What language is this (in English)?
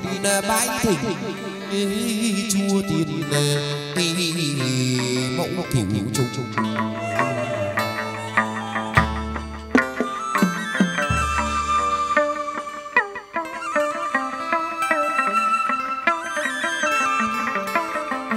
Vietnamese